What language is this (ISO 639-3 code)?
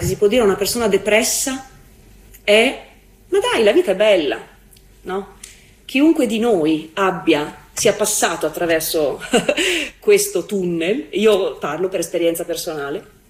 ita